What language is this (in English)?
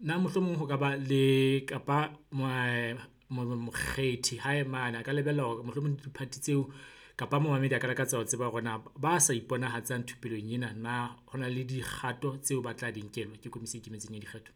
Southern Sotho